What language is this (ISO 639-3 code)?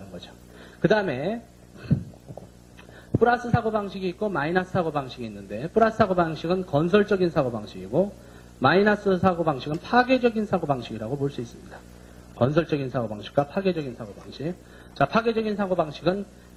kor